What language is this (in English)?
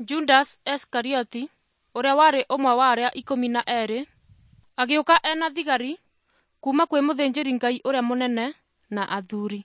Kikuyu